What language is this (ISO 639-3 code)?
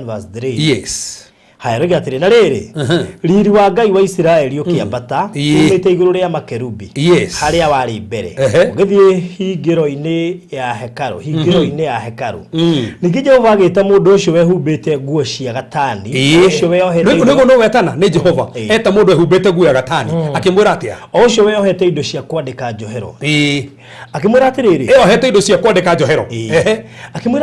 kik